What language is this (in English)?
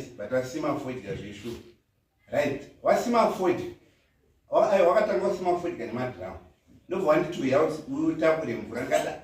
Shona